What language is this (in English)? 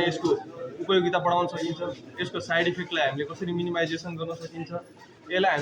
Nepali